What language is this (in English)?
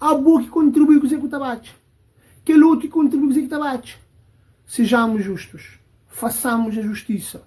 Kabuverdianu